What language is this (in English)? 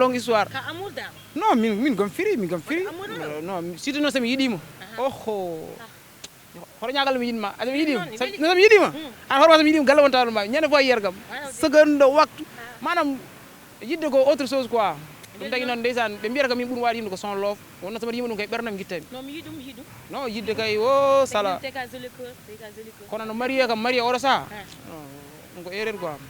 Fula